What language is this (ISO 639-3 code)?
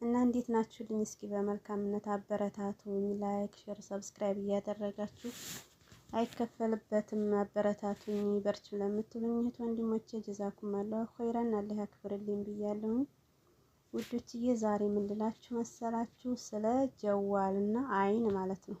amh